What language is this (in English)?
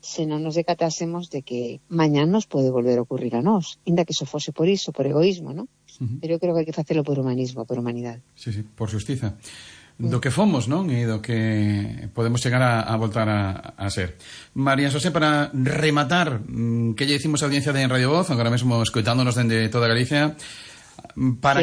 Galician